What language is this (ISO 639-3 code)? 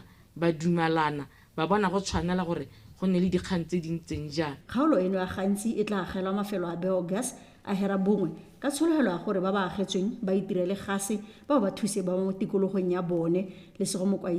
tsn